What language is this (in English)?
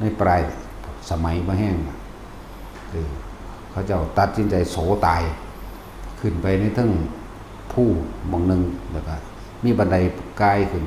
Lao